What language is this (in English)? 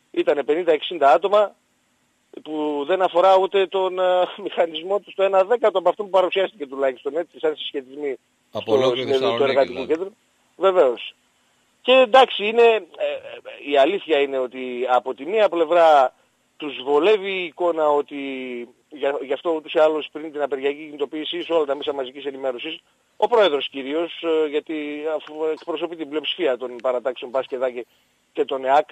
Greek